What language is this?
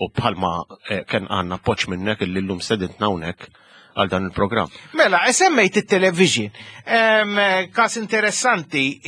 Maltese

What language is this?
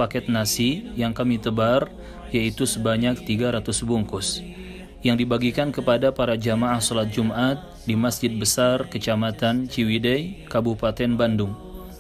Indonesian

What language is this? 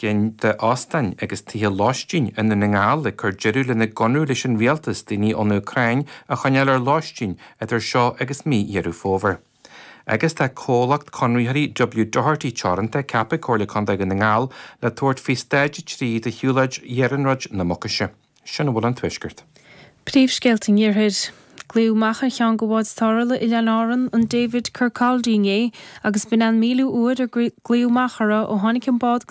Irish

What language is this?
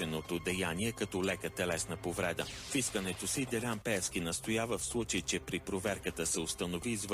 Bulgarian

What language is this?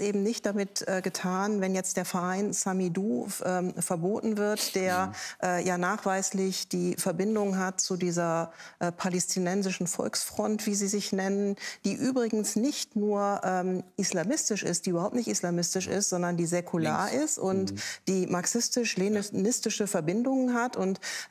German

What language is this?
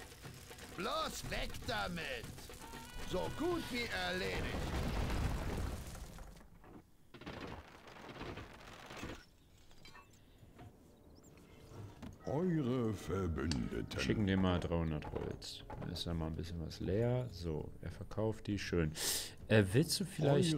German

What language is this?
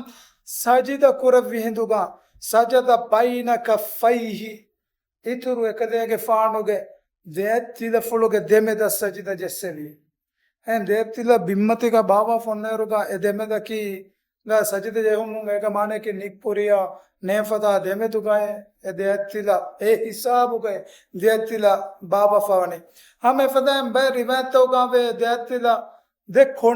Divehi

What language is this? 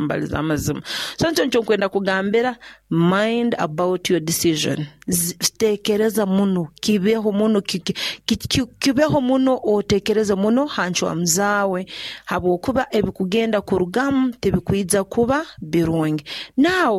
Nyoro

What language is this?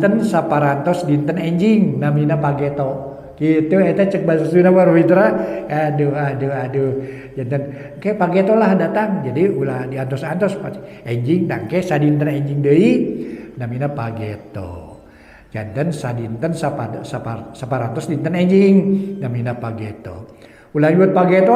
Sundanese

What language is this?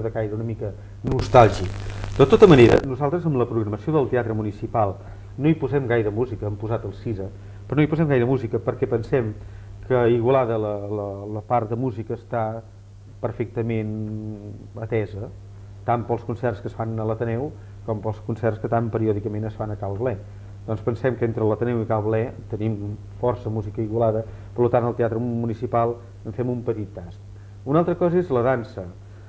Catalan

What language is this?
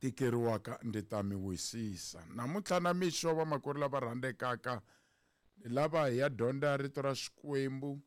Tsonga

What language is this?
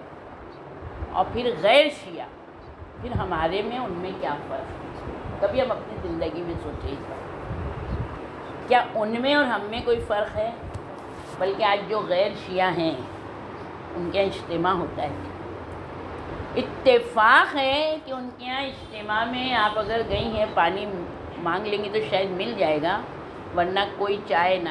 Urdu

